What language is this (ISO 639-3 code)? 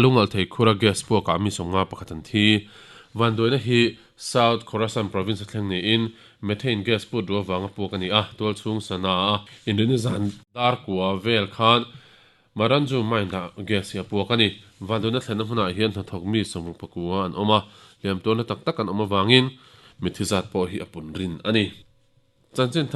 lus